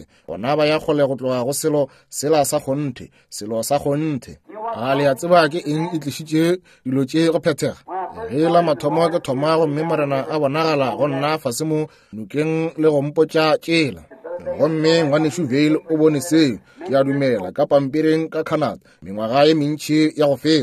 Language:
Northern Sotho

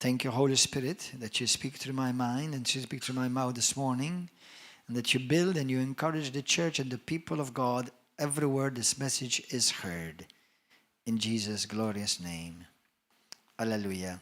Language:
English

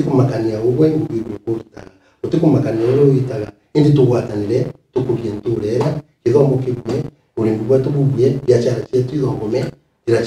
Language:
Meru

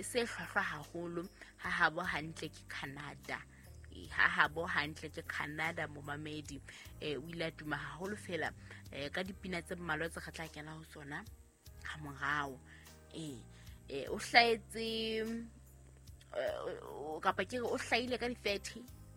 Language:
Southern Sotho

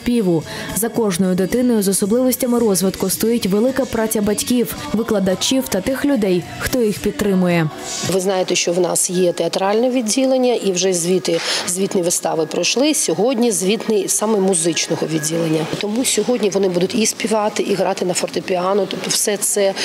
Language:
Ukrainian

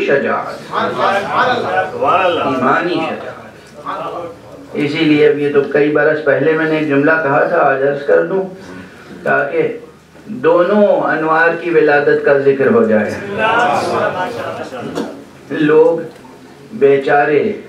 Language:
Urdu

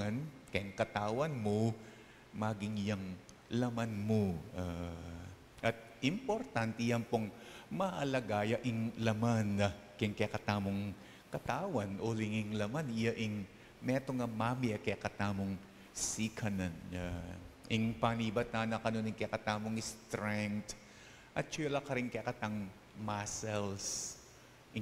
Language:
Pampanga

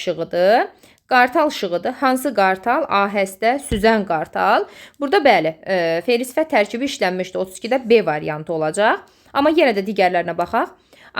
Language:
Azerbaijani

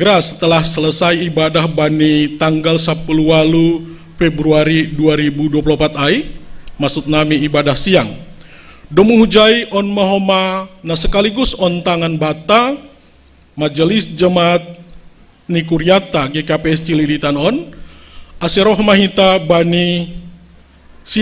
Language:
Batak Simalungun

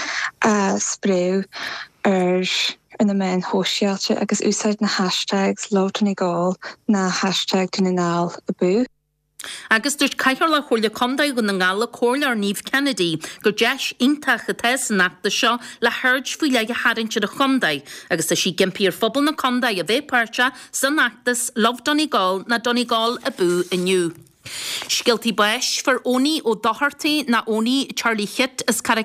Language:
Irish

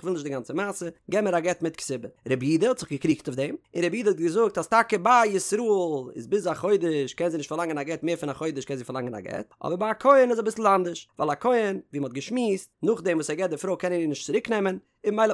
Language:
Yiddish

